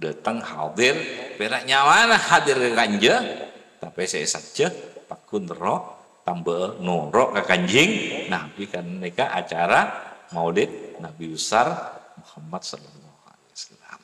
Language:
Madurese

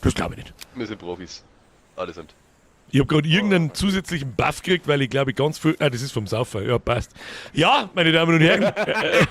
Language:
Bavarian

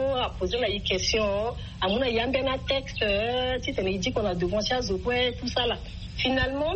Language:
Sango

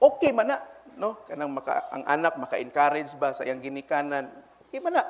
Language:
Cebuano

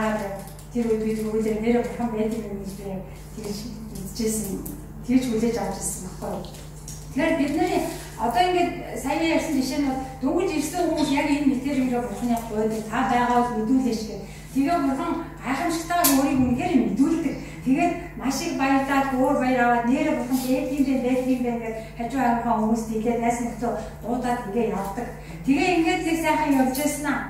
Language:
Mongolian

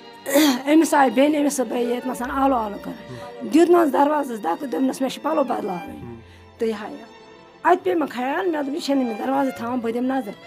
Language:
Kashmiri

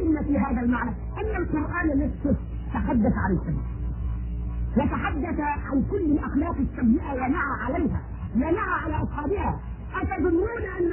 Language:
Arabic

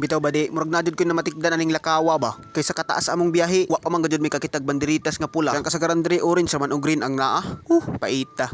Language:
Cebuano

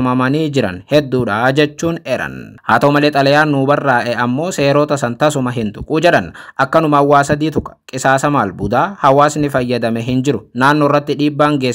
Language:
Oromo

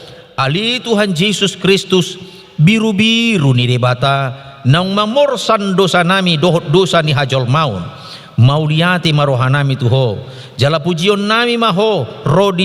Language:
Batak Toba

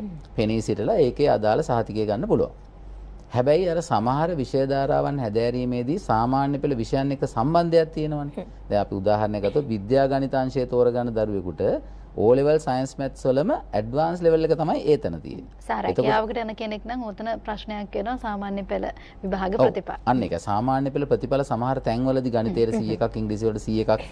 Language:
Sinhala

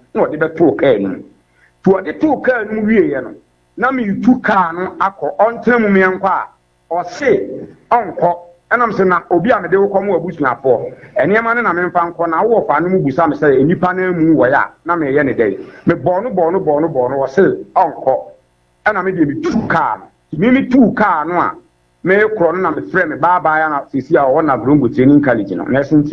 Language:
Akan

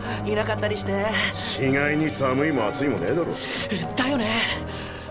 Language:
Japanese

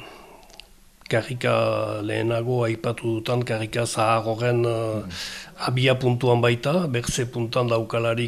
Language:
Basque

